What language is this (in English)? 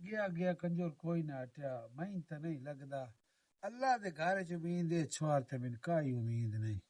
Western Panjabi